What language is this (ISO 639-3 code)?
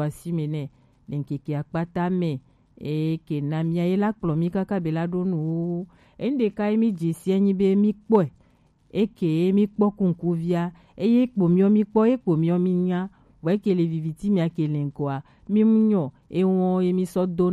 gej